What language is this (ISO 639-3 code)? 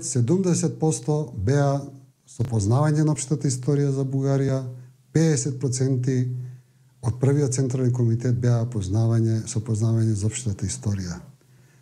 mkd